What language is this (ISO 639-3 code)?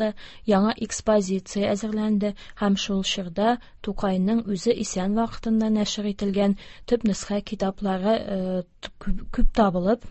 tat